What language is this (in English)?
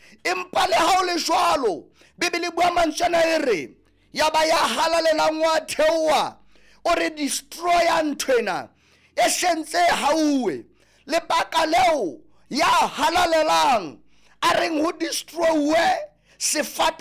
Southern Sotho